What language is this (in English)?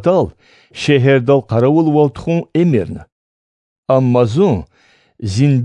Lezghian